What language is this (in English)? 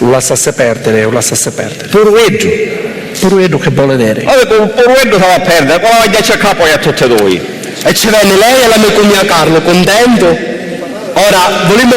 Sicilian